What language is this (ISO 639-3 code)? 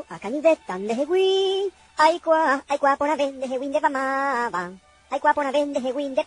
grn